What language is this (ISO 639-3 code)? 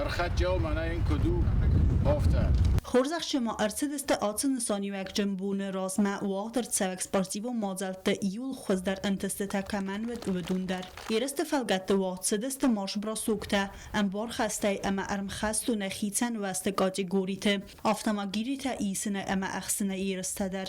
oss